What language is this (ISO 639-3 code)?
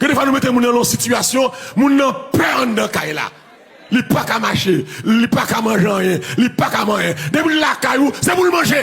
hat